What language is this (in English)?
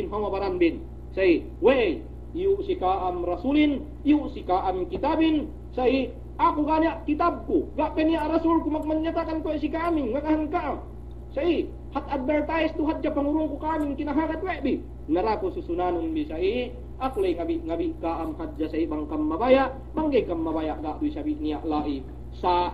Yakan